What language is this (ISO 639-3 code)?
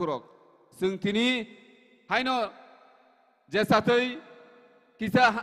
trp